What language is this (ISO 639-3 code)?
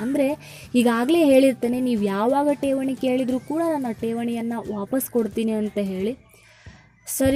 kan